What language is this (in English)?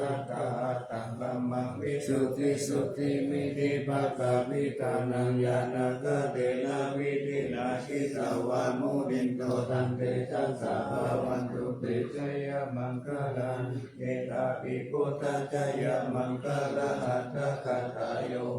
Pali